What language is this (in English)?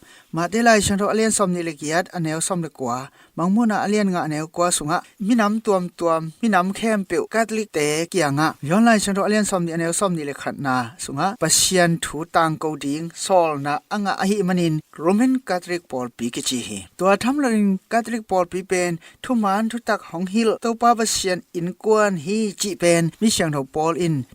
Tedim Chin